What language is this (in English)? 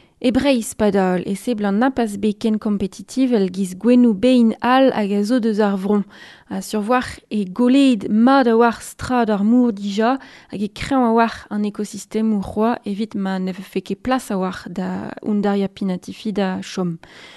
Breton